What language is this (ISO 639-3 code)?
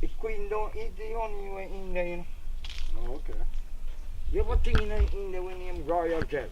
jam